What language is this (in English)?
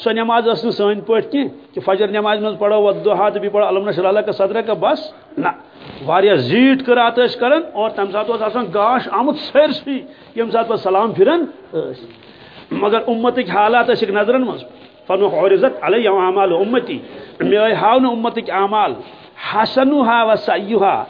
Kashmiri